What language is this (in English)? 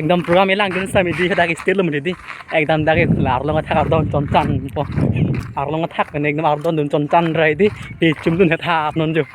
Karbi